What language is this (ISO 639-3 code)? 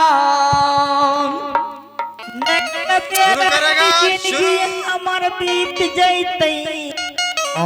anp